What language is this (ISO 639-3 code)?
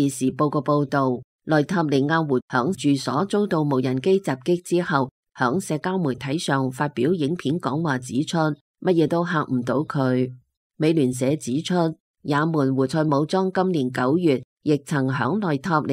yue